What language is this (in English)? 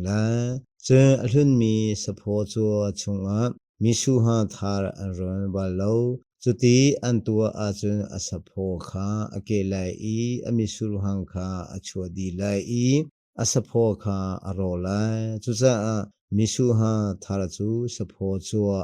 Hakha Chin